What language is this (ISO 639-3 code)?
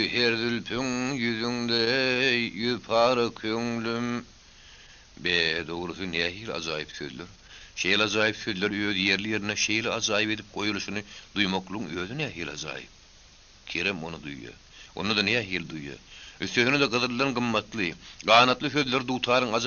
tuk